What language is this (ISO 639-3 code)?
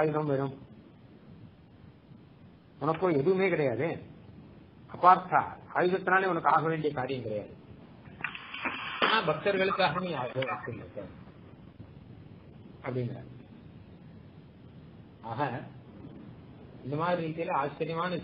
tam